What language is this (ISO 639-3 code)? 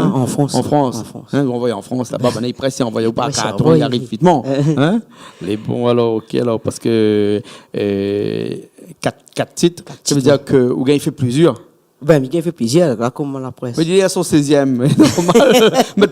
rcf